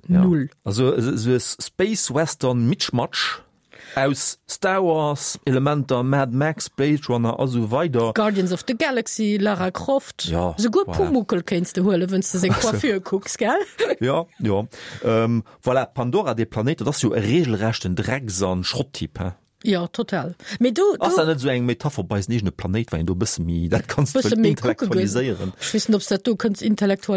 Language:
Luxembourgish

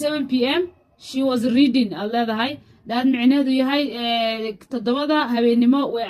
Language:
Somali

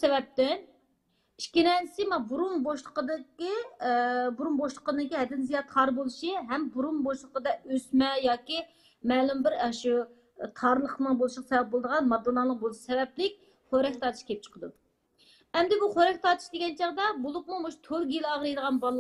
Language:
Uyghur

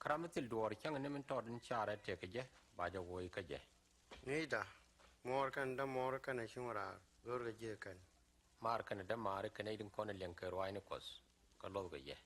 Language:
Nuer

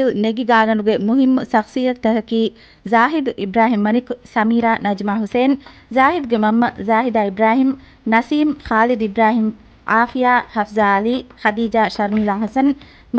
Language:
Divehi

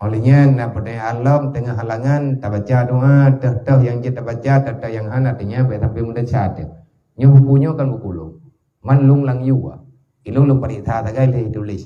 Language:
Achinese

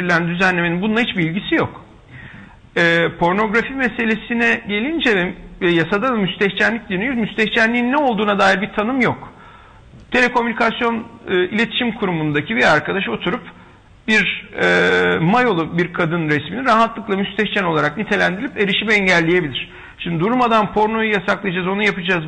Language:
Turkish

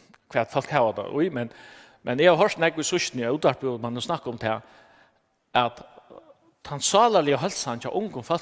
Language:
Faroese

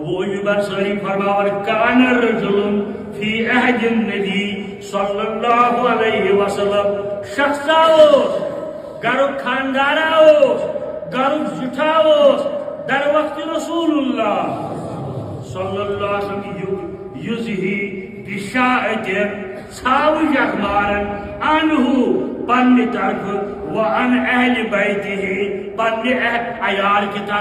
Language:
Kashmiri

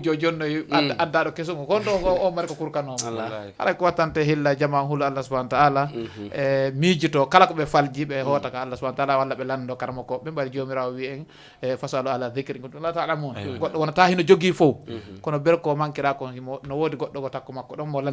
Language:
Fula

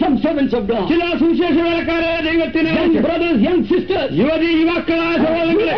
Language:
Malayalam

